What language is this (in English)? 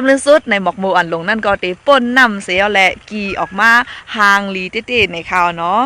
Shan